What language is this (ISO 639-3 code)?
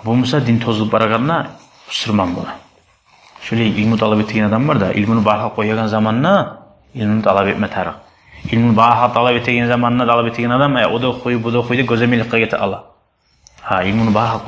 kum